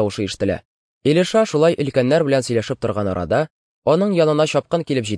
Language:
Tatar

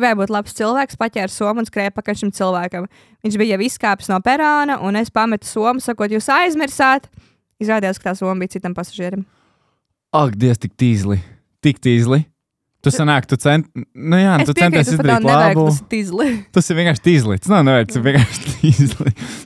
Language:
Latvian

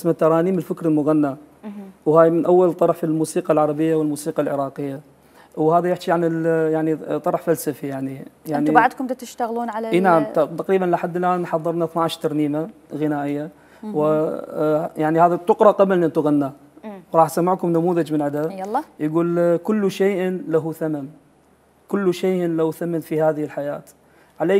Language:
Mesopotamian Arabic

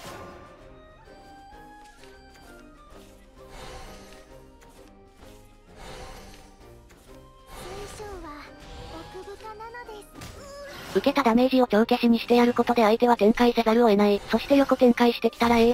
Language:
Japanese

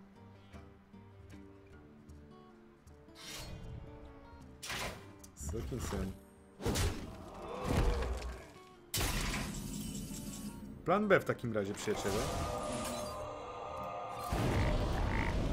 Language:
Polish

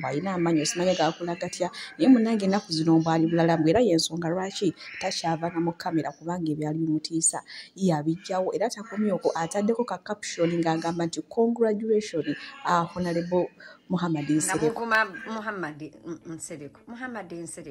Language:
Ganda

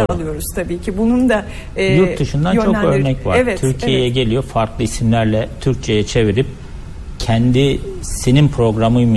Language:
Turkish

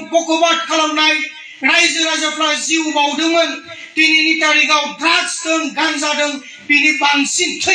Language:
Bodo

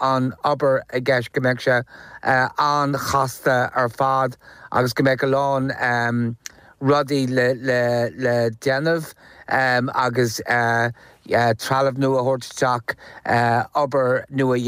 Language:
Irish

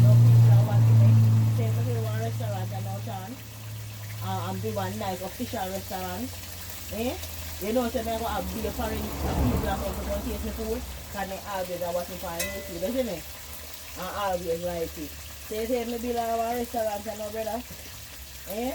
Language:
Jamaican Creole English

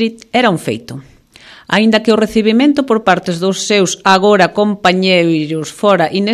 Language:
Galician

